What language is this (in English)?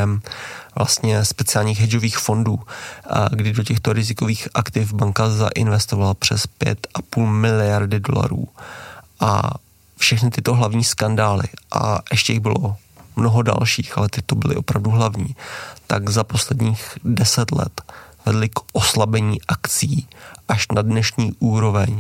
Czech